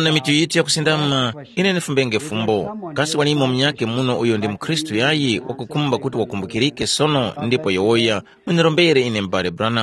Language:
Tumbuka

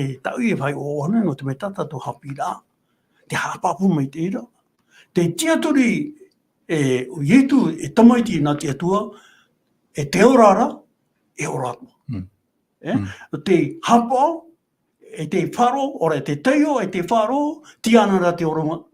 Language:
Tahitian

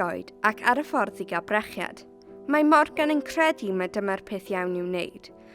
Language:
Welsh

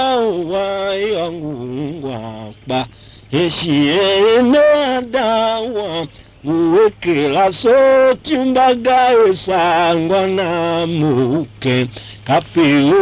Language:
Tiv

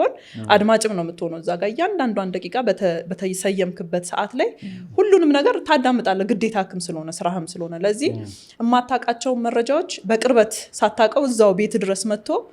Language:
Amharic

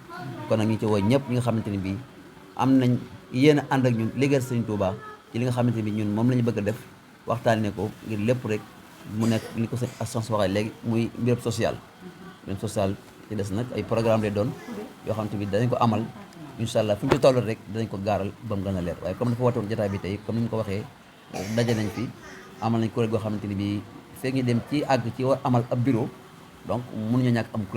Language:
Wolof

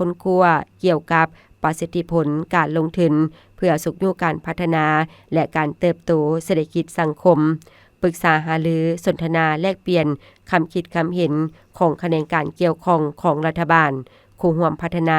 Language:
Lao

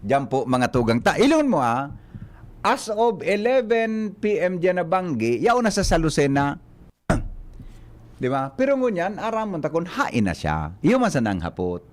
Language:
Bikol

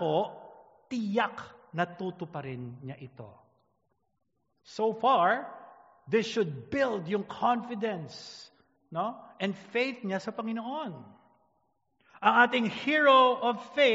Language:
Filipino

